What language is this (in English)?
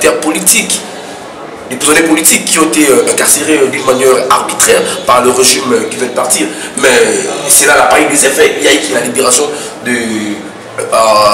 French